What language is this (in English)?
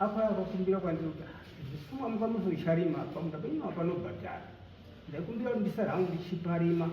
Shona